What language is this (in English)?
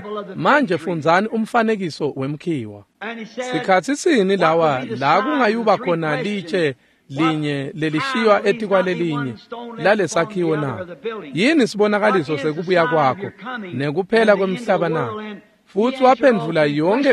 Swati